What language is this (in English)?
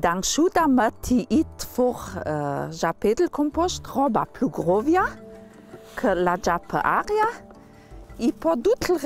Ladin